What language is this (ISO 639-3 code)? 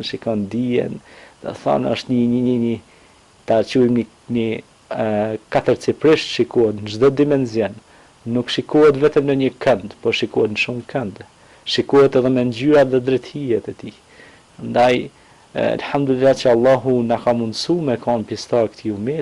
sqi